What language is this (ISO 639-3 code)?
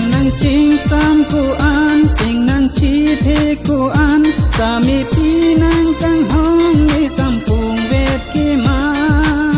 mjw